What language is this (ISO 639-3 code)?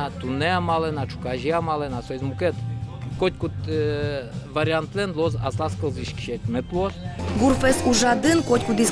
udm